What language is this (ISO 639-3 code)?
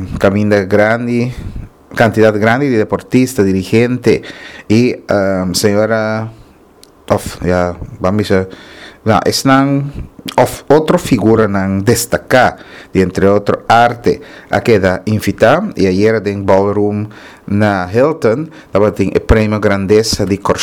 pap